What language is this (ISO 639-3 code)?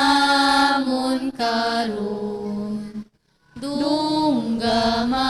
hil